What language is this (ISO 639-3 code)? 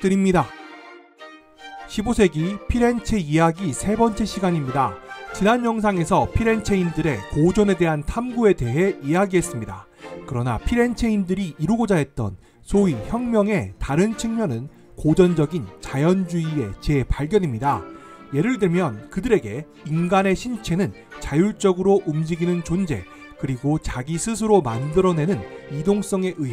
kor